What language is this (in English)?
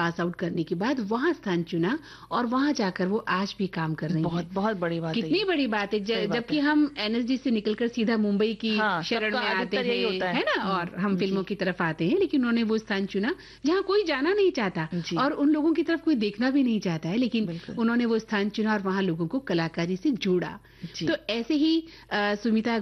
Hindi